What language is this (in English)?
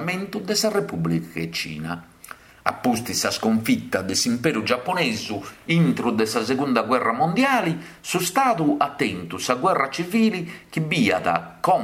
Sardinian